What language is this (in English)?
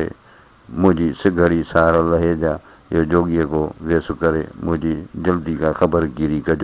Sindhi